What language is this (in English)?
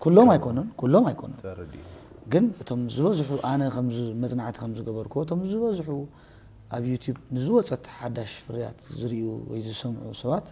Tigrinya